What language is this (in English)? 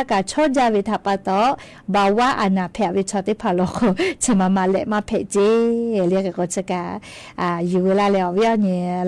Lahu